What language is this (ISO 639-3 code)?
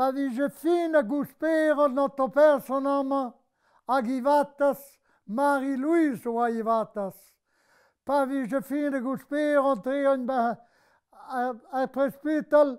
bre